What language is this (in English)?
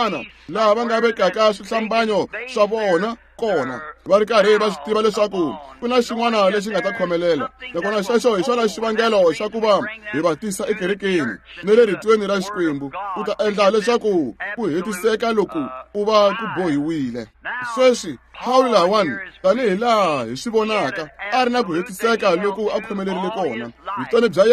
Tsonga